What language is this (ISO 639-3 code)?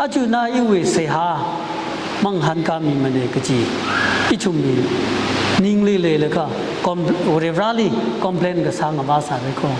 nmf